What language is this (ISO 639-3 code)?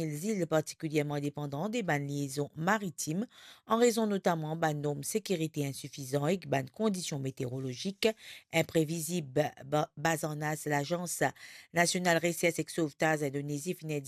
mfe